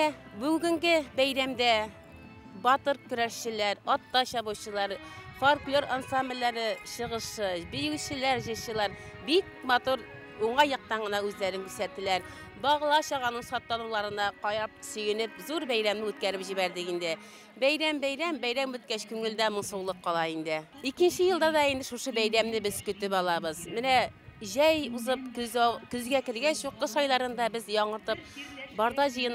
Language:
Bashkir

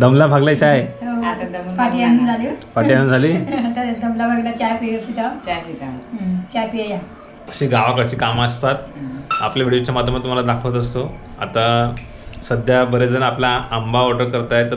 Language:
Marathi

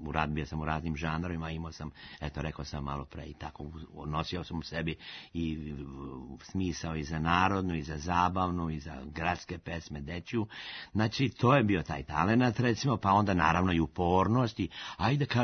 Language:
Serbian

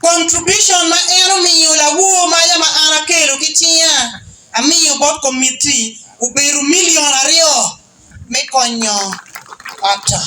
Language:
Acoli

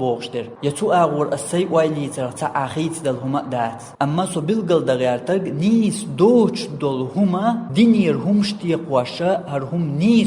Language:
Chechen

